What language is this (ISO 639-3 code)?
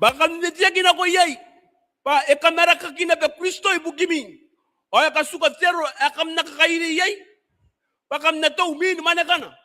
gil